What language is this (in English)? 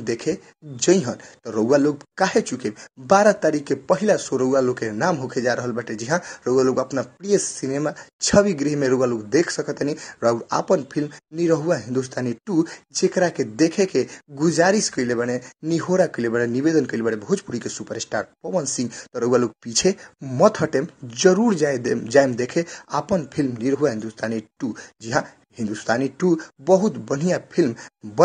Bhojpuri